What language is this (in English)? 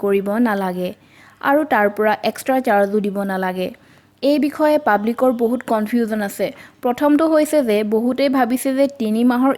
Assamese